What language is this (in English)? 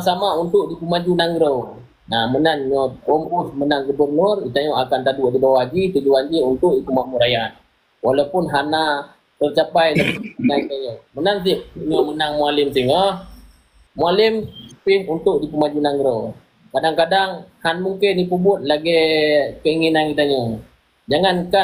Achinese